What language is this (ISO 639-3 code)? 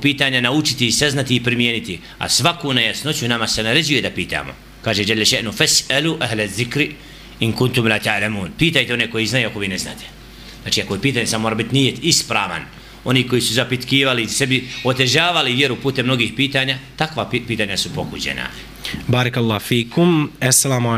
bos